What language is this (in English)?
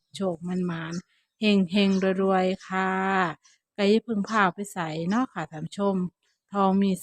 Northeastern Thai